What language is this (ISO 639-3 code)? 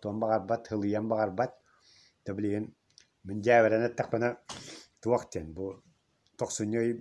sah